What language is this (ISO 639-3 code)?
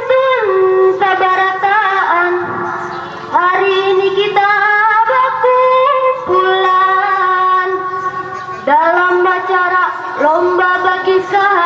bjn